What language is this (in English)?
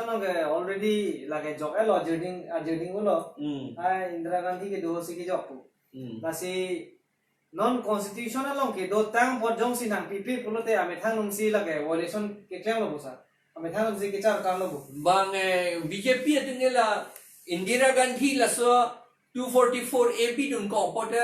Karbi